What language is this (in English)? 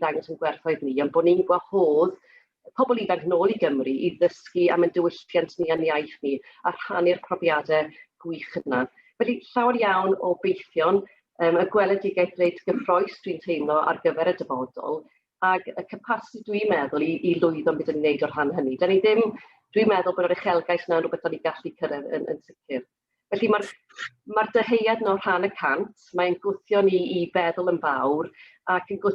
Welsh